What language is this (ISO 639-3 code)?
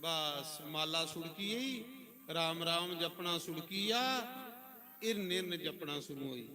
doi